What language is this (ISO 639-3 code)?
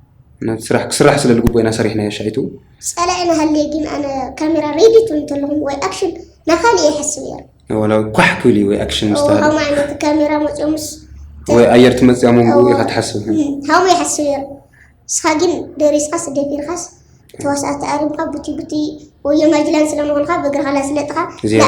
tir